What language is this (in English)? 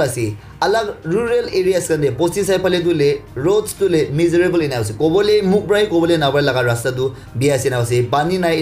Naga Pidgin